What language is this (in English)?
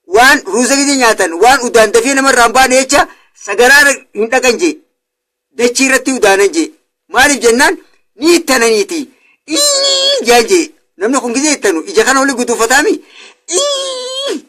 Oromo